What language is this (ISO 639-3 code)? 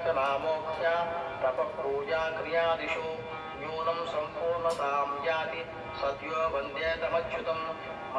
tel